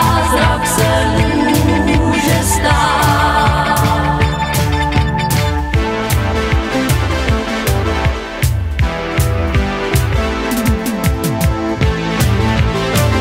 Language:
Czech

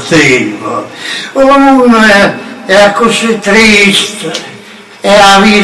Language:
Neapolitan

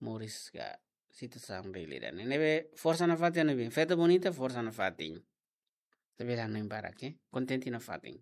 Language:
Tetum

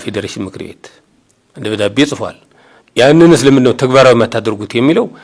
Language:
Amharic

